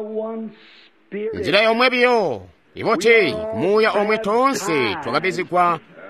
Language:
Tonga (Zambia)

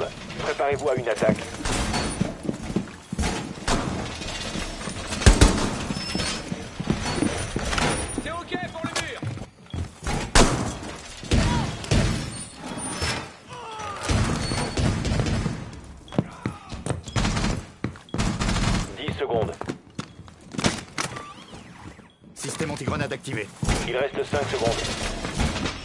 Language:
French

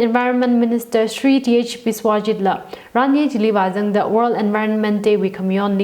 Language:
Tangkhul Naga (India)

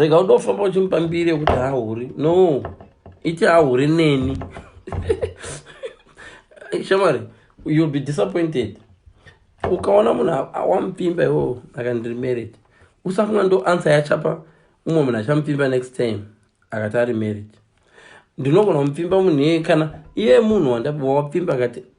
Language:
Shona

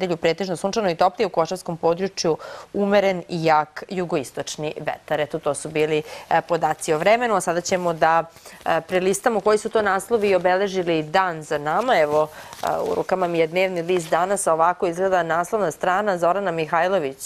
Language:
Serbian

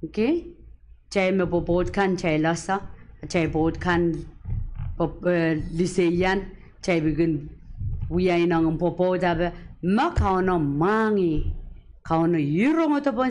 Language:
Pohnpeian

